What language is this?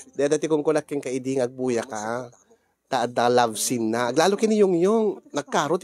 Iloko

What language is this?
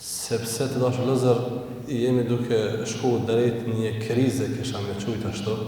Albanian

